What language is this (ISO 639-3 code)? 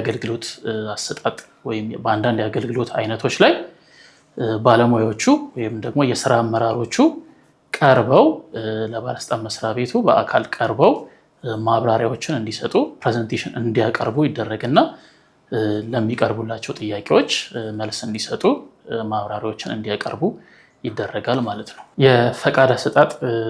amh